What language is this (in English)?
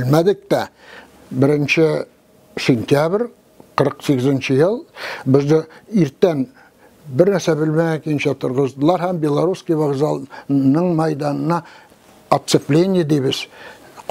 Tatar